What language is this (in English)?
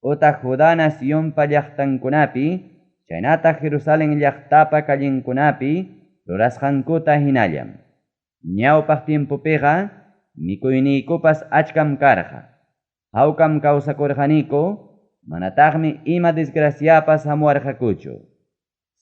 Ayacucho Quechua